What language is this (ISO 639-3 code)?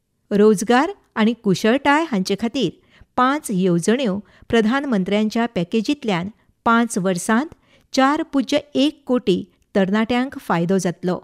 kok